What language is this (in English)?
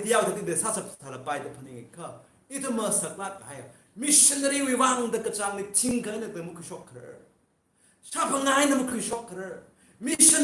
Tangkhul Naga (India)